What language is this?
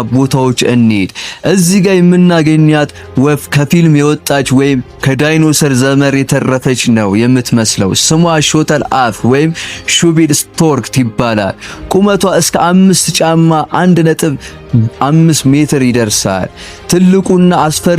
Amharic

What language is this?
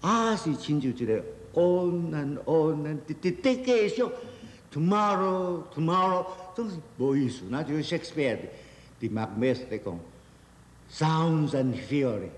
Min Nan Chinese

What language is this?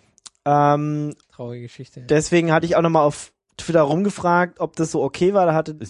German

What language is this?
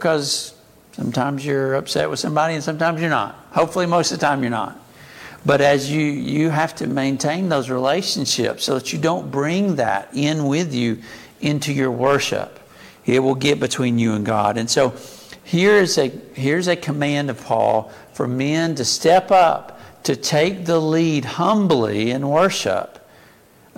English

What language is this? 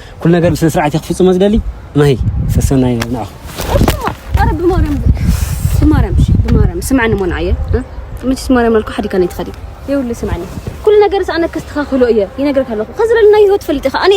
Tigrinya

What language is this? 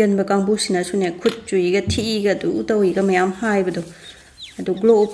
Manipuri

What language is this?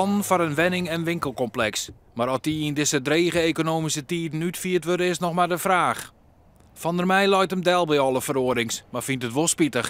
Western Frisian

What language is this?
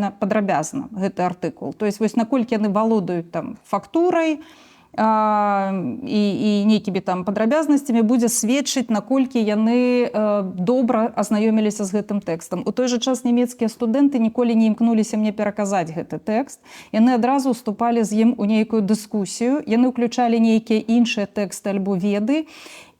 Belarusian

